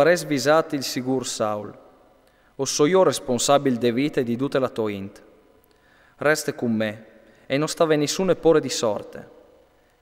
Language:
Friulian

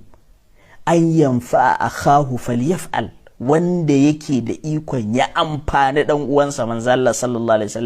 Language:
Hausa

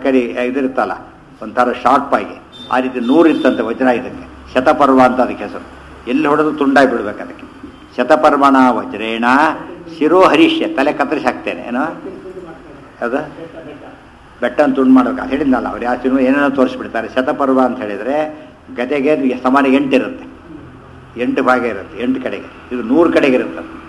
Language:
Kannada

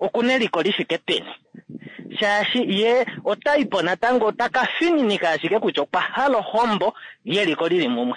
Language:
Kuanyama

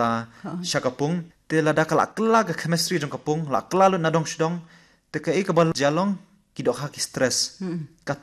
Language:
Khasi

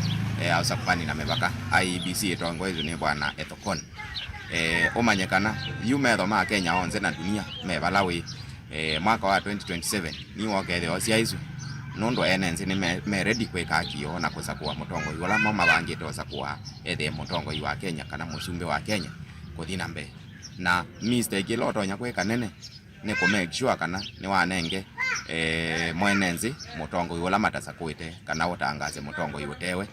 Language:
Kamba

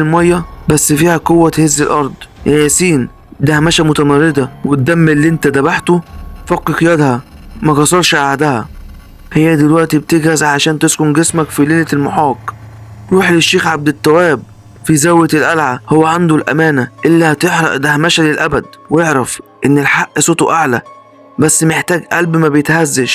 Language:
Egyptian Arabic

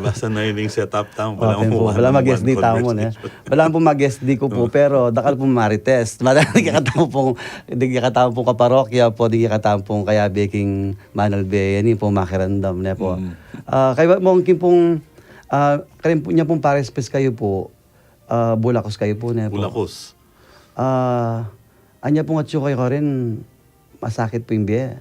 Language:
Pampanga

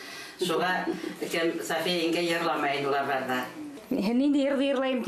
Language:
Bashkir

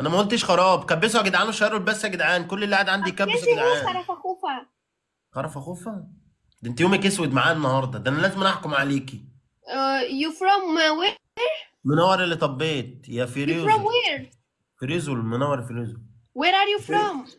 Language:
Egyptian Arabic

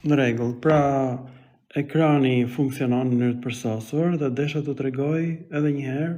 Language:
Albanian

